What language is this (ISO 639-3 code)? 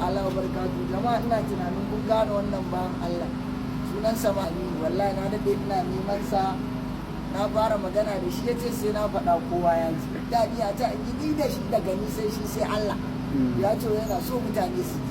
hau